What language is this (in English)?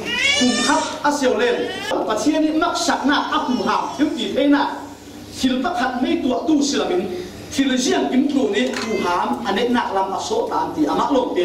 Falam Chin